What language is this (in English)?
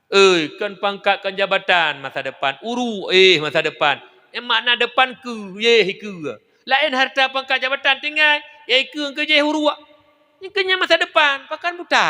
Achinese